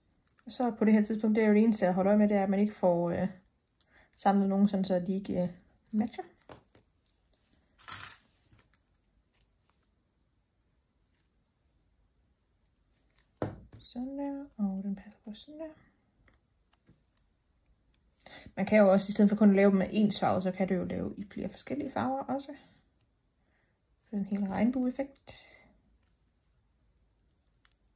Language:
Danish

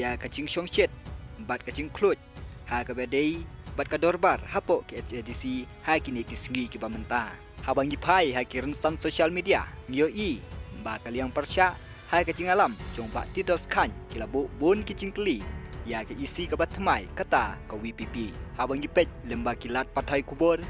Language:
Khasi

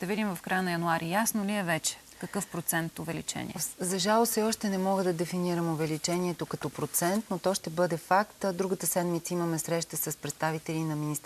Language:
Bulgarian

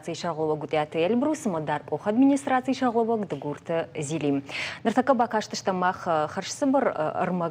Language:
Ossetic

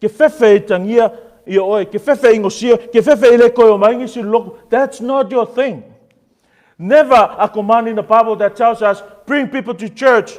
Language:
Samoan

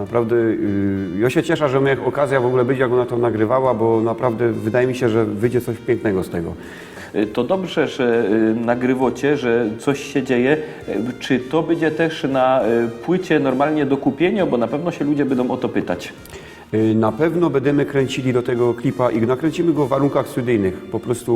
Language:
Silesian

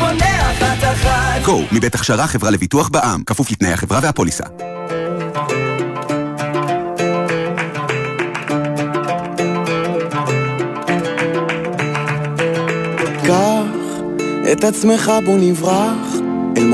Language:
Hebrew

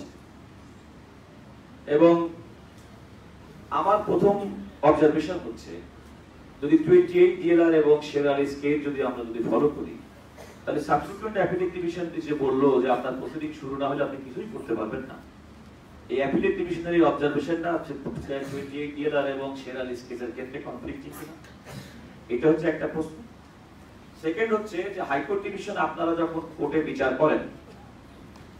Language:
Bangla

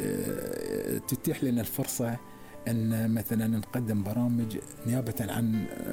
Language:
Gulf Arabic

